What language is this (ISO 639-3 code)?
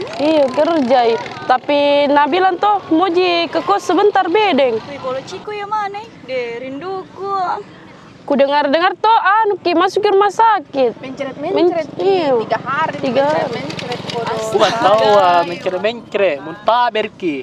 mfp